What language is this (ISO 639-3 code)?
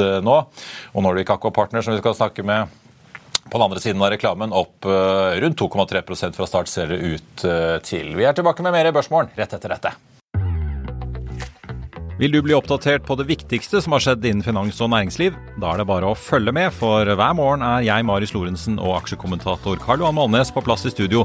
nor